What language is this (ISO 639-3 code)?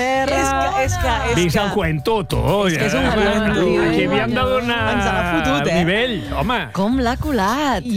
cat